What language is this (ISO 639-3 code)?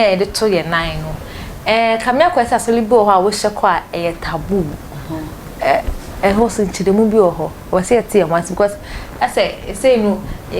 aka